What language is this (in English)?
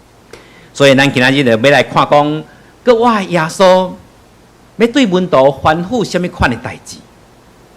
Min Nan Chinese